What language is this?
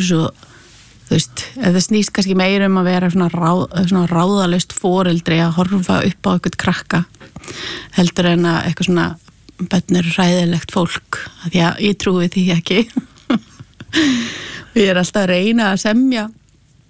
Icelandic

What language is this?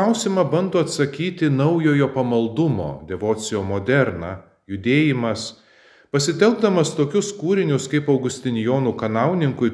Lithuanian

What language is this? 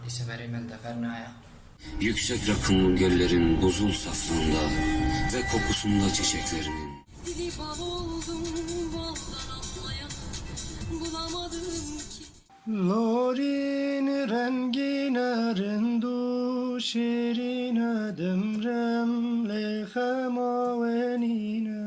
Kurdish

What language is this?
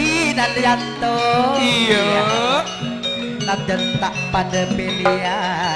Madurese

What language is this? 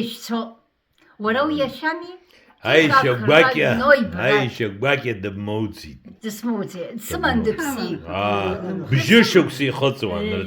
Abkhazian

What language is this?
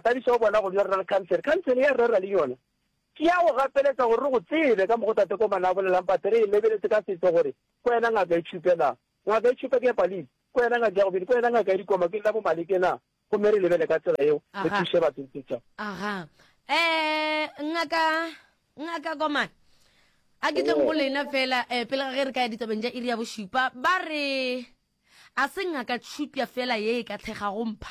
Northern Sotho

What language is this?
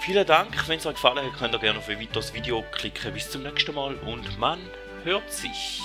Swiss German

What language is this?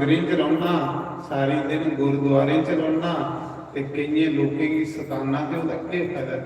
Dogri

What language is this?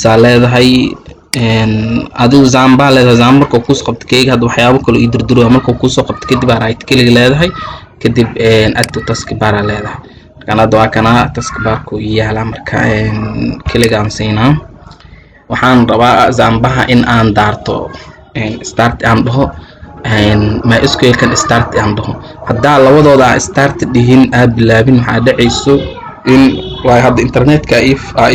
Somali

